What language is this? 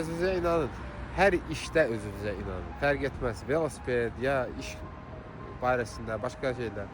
Azerbaijani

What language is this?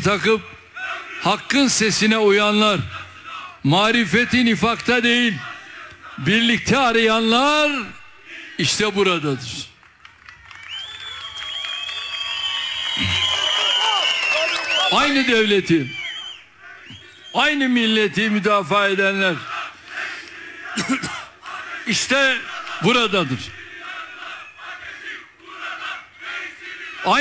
Turkish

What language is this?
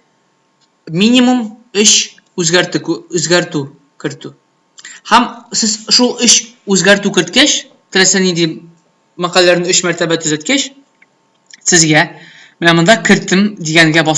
Tatar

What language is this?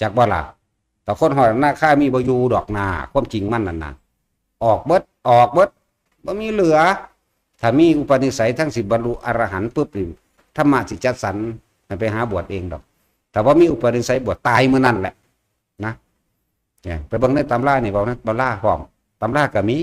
Northeastern Thai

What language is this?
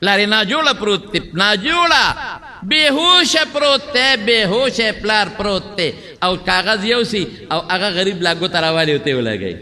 Pashto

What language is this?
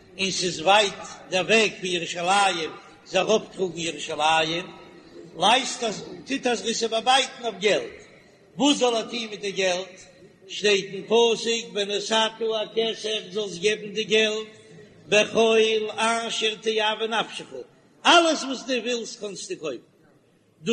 Yiddish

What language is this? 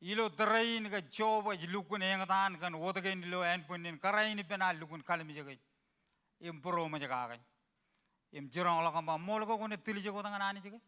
Marshallese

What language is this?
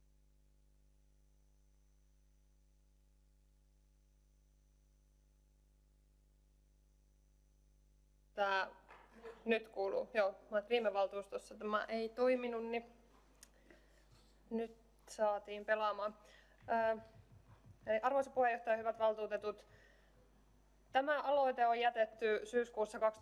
Finnish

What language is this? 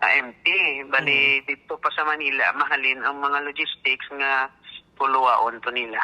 Hiligaynon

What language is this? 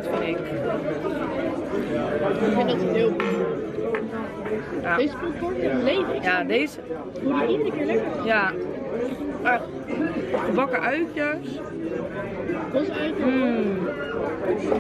Dutch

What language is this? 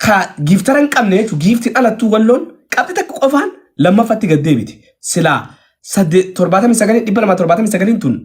Oromo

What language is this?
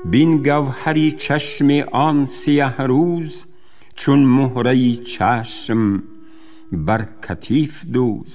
Tajik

